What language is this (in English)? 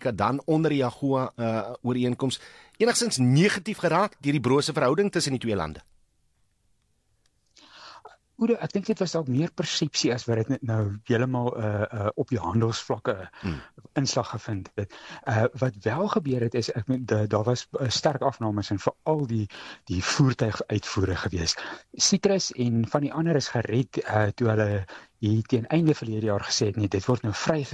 Afrikaans